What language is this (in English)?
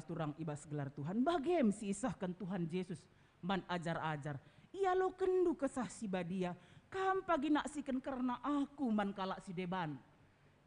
Batak Karo